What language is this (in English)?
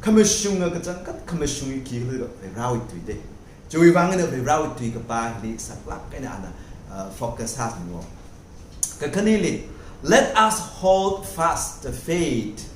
Tangkhul Naga (India)